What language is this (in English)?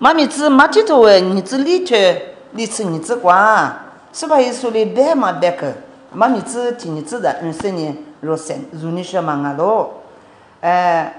Lisu